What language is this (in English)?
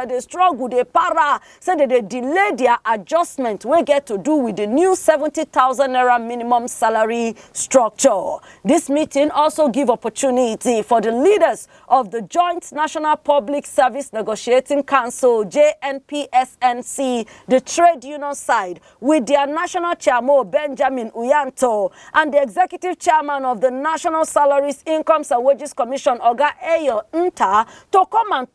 Nigerian Pidgin